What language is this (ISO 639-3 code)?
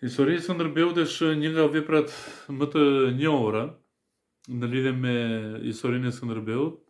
sqi